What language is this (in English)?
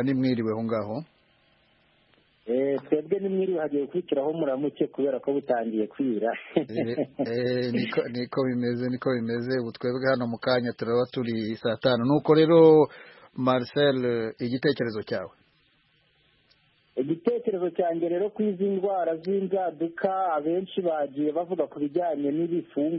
Kinyarwanda